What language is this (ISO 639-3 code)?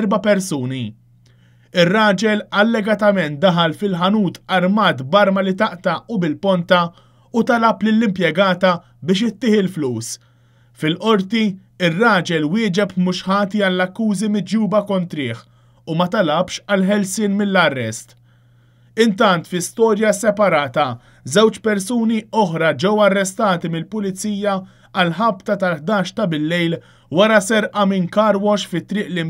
mlt